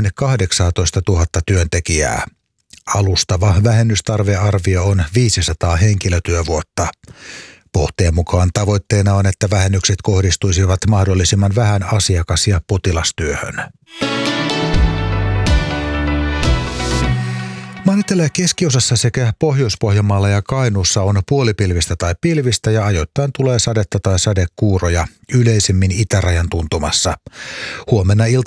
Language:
Finnish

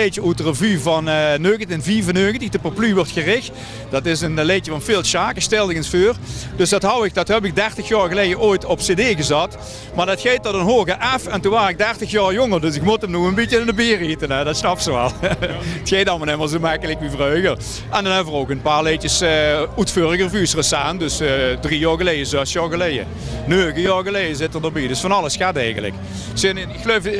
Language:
Limburgish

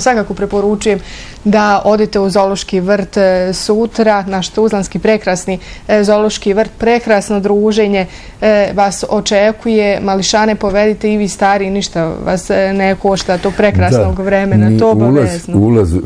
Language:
Bosnian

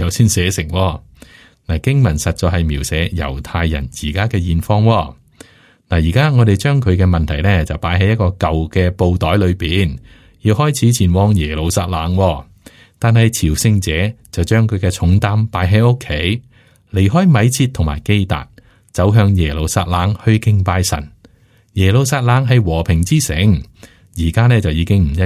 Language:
Cantonese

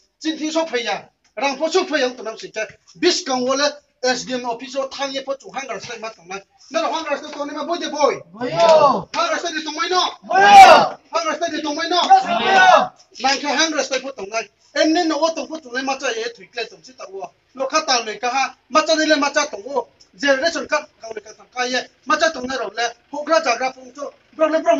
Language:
Riang (India)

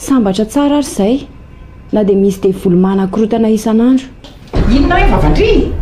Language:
Malagasy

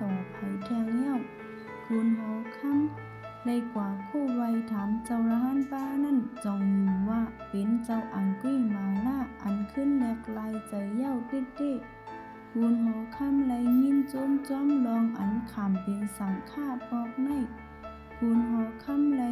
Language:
Shan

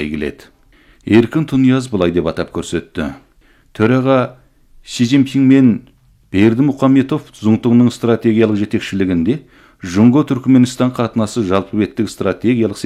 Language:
Kazakh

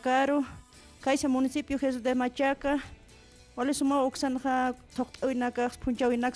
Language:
Aymara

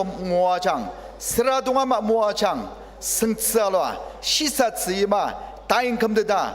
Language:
Ao Naga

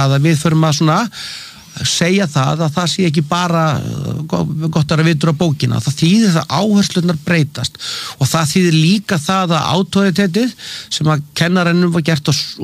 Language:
Icelandic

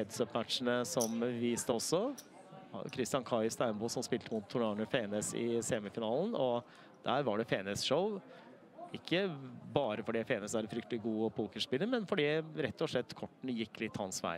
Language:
Norwegian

